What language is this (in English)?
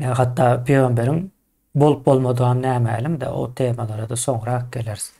Turkmen